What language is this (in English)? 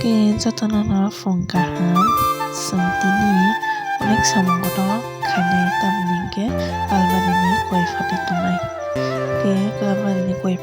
Kok Borok